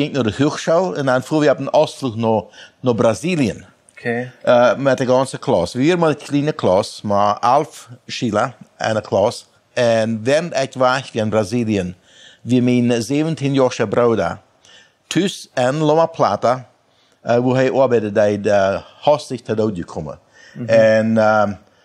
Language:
Plautdietsch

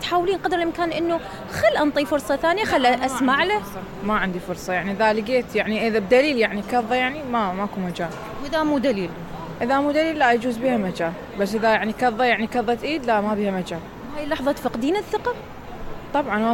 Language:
Mesopotamian Arabic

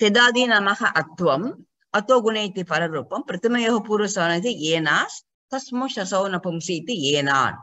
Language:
Sanskrit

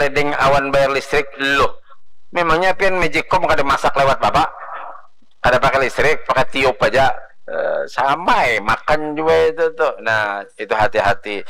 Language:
Banjar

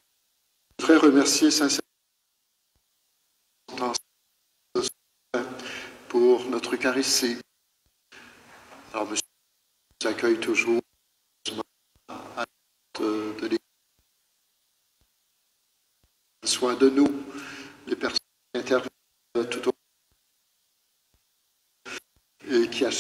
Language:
French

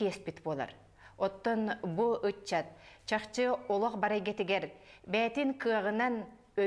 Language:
Yakut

